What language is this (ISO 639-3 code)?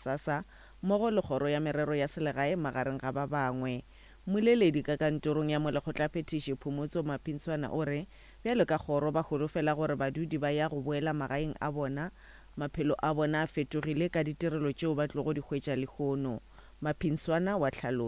nso